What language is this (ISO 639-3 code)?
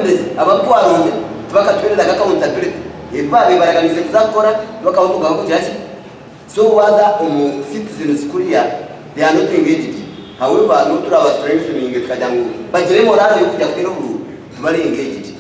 nyn